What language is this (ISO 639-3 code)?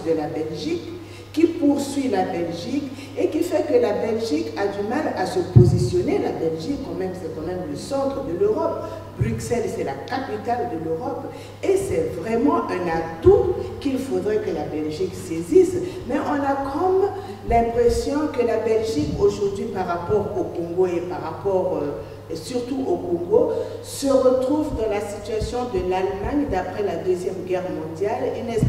fra